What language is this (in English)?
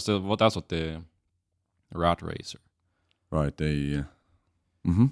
Plautdietsch